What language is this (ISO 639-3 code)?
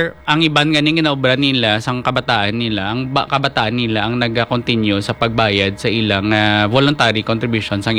hil